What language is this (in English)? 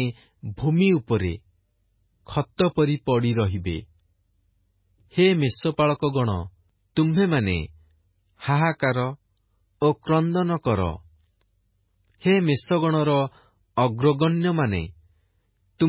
Odia